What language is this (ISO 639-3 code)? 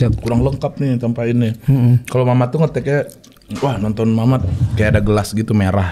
ind